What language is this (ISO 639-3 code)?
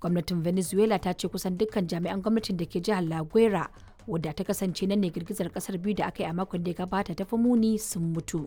hau